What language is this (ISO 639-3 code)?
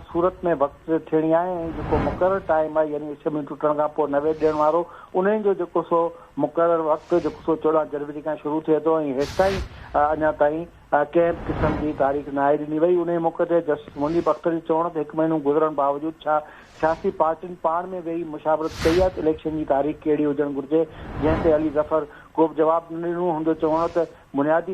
snd